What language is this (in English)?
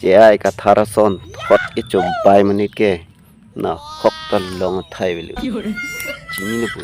Karbi